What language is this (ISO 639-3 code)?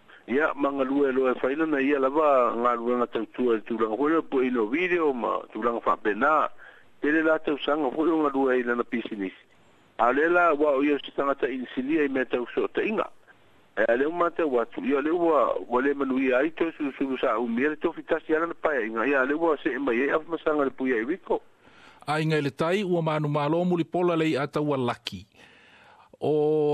smo